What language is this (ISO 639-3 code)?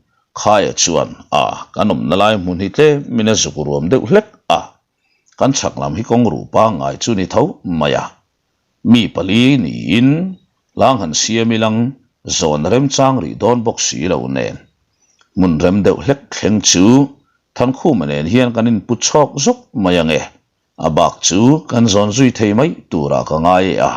lus